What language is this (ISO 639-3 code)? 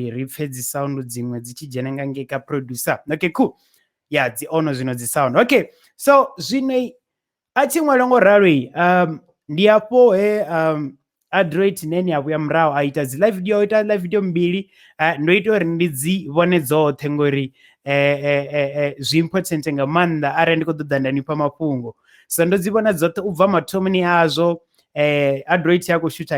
ven